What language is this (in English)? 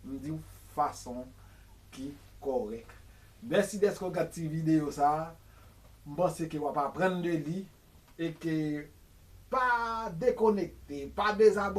Haitian Creole